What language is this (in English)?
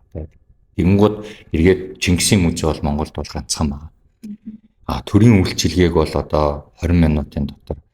Mongolian